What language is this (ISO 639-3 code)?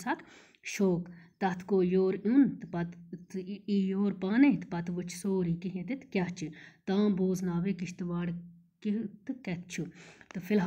kas